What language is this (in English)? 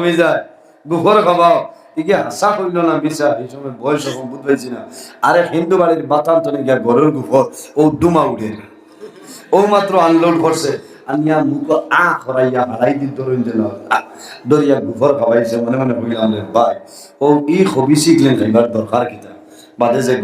Sylheti